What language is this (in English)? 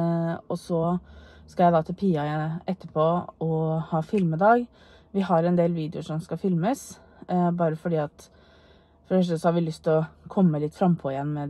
Norwegian